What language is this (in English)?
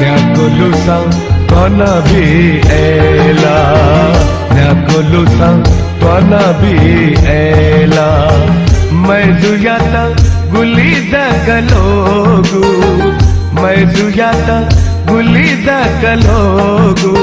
Newari